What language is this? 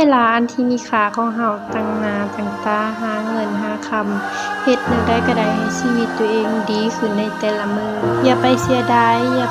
Lao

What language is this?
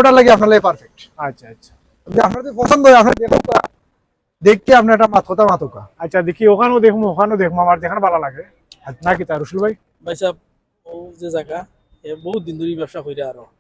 Sylheti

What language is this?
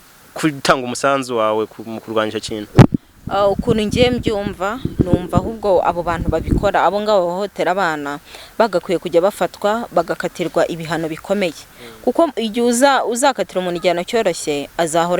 Kinyarwanda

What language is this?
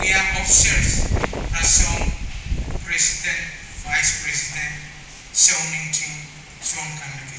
Pohnpeian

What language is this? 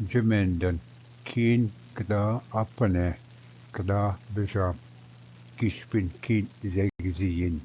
Ojibwa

